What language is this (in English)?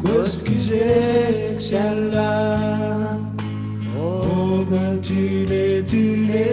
Marshallese